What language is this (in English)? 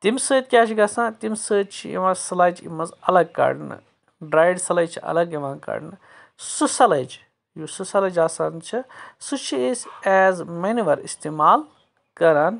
Kashmiri